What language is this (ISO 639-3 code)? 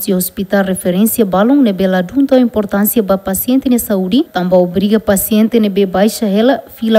tet